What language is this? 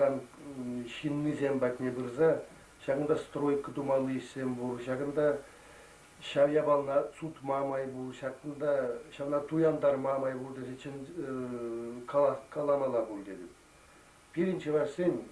Chuvash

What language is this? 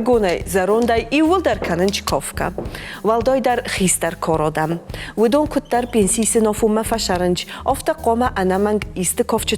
Ossetic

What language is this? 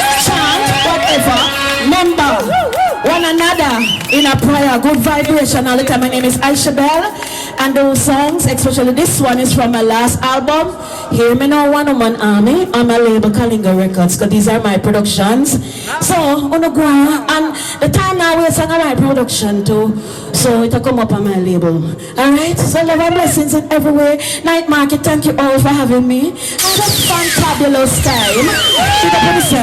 Jamaican Creole English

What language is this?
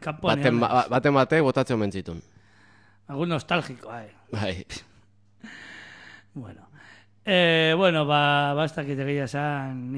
Basque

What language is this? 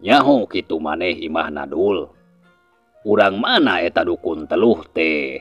Sundanese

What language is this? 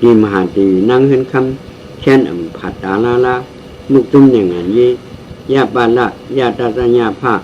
Shan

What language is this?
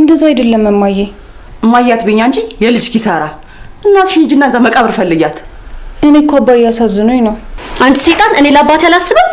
Amharic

